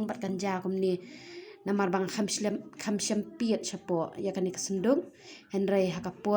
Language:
Khasi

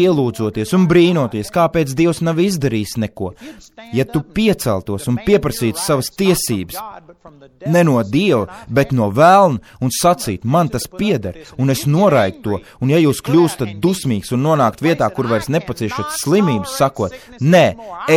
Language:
Latvian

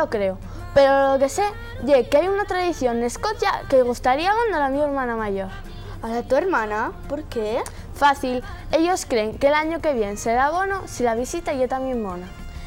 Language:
Asturian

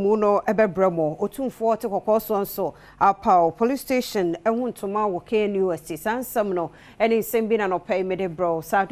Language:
Akan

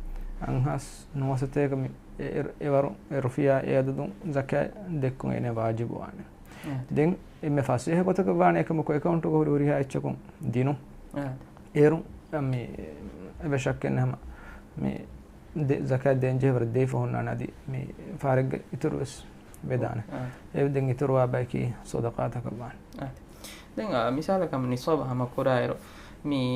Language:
Divehi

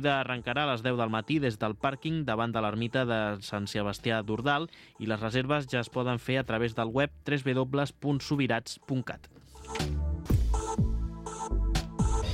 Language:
Catalan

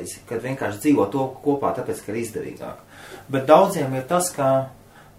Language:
Latvian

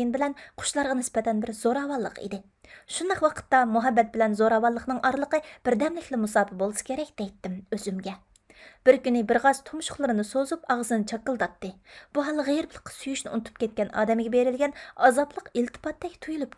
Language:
Uyghur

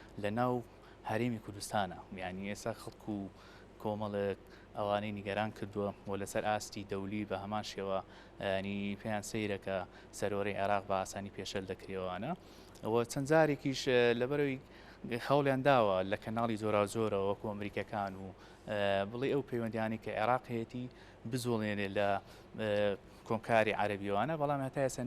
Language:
Central Kurdish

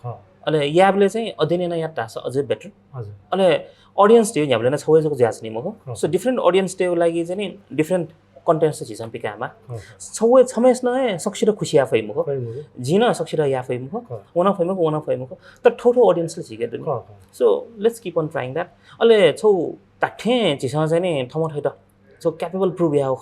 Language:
Newari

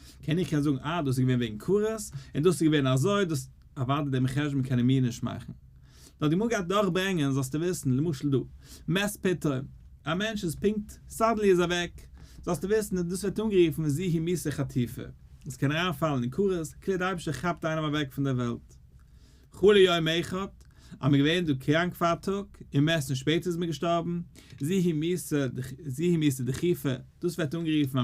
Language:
Yiddish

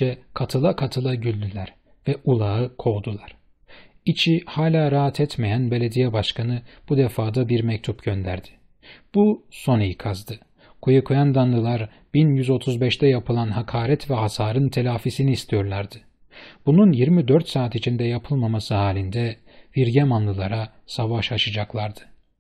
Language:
Turkish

